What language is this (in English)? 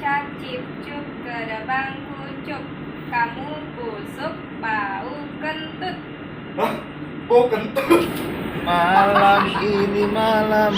Betawi